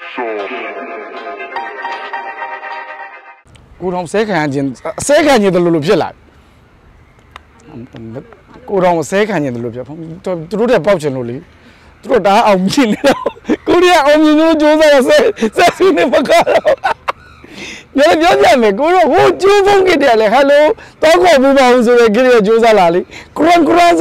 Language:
Burmese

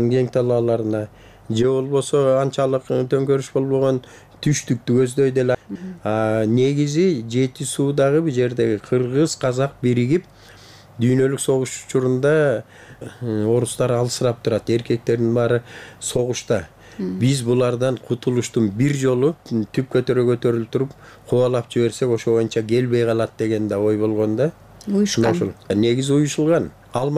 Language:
Kyrgyz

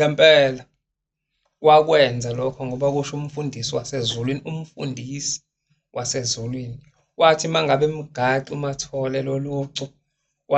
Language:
Zulu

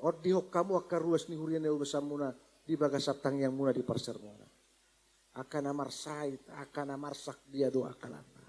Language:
Batak Toba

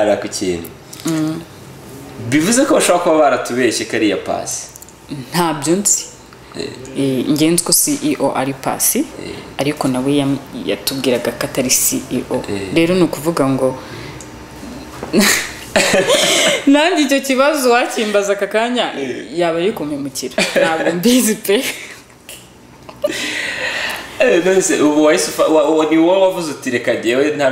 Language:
Kinyarwanda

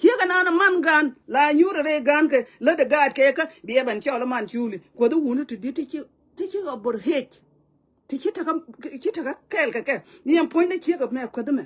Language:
Nuer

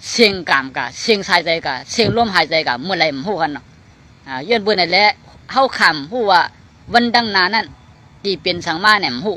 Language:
Shan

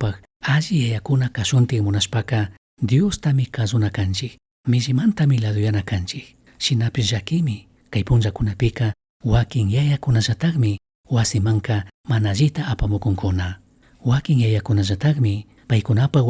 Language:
Chimborazo Highland Quichua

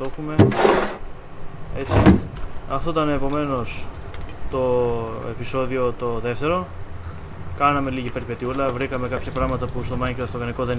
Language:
Greek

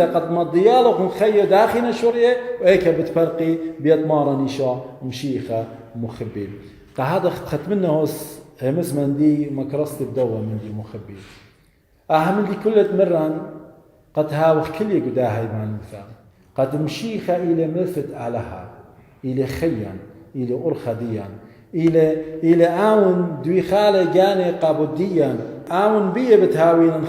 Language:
Assyrian Neo-Aramaic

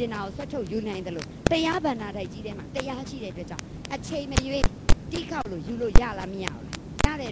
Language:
Burmese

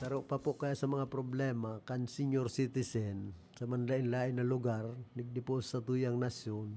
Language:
Bikol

